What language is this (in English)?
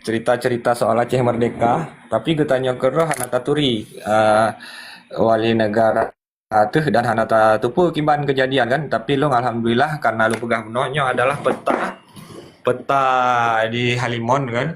Achinese